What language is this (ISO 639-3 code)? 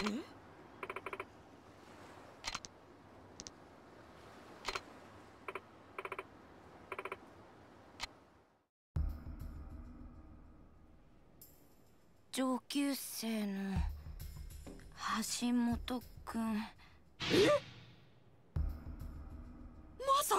jpn